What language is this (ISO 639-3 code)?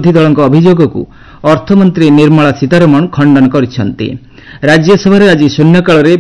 ori